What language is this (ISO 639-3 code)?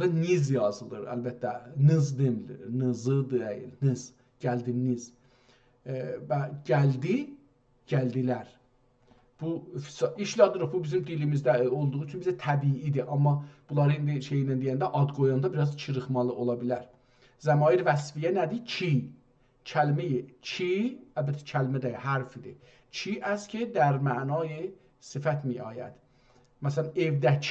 azb